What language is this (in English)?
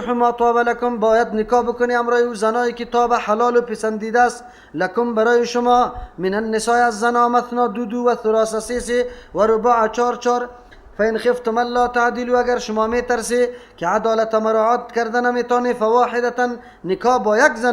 Persian